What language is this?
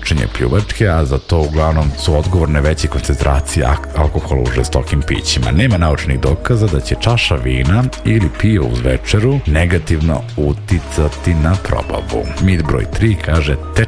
Serbian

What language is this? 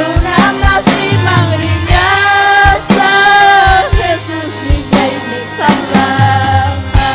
Ayacucho Quechua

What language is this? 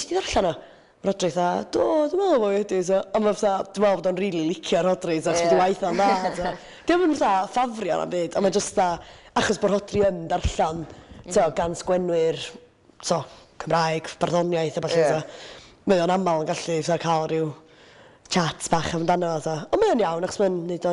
Welsh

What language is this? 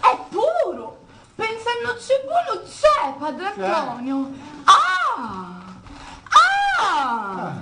Sicilian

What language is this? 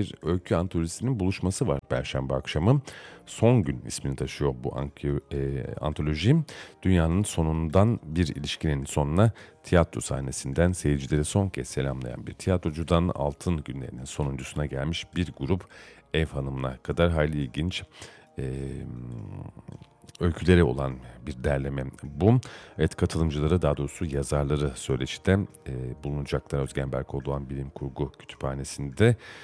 Turkish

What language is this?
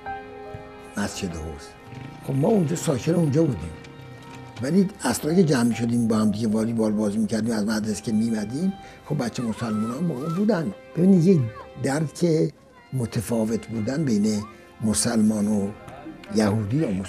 Persian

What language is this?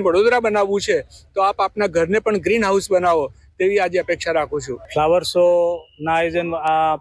Gujarati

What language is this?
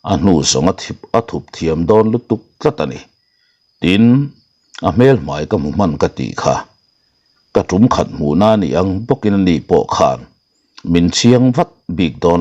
Mizo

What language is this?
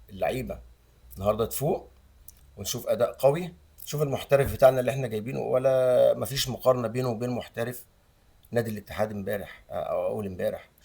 Egyptian Arabic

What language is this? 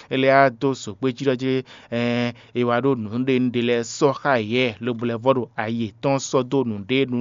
Fon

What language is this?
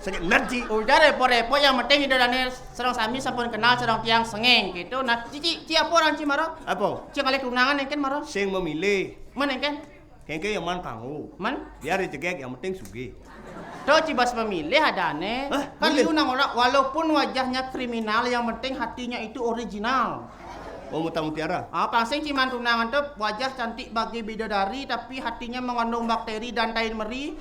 Balinese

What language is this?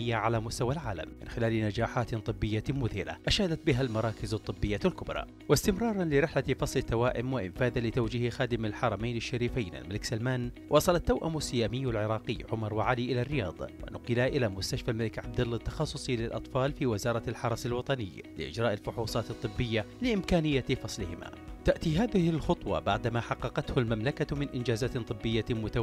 Arabic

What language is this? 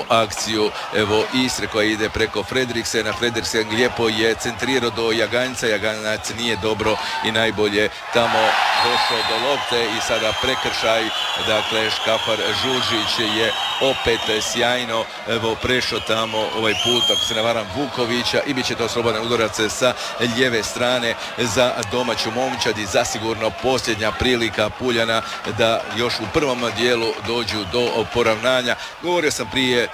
Croatian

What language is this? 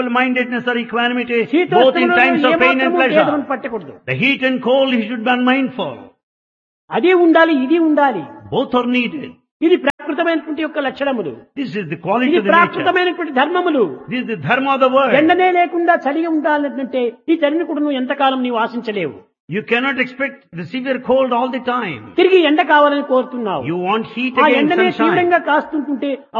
Telugu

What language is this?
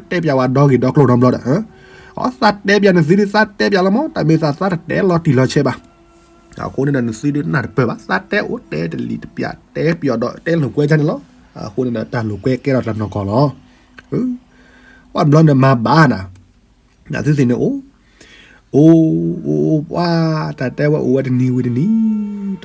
S'gaw Karen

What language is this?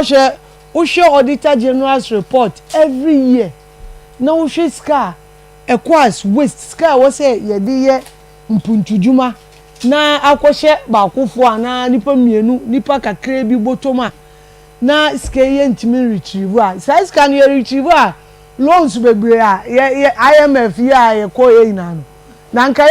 Akan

